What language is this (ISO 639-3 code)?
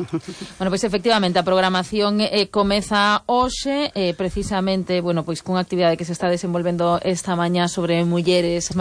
glg